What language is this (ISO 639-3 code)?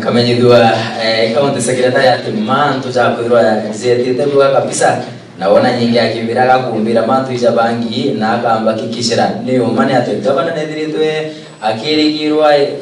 mer